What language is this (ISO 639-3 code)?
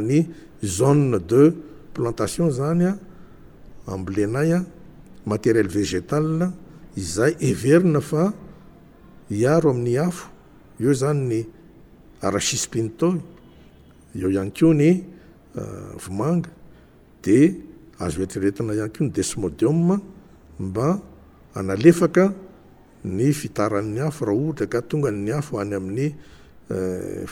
mlg